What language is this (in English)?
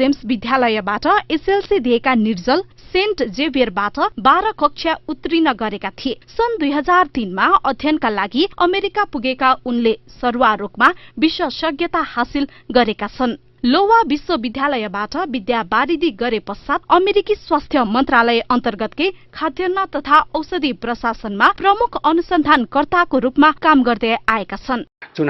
Nepali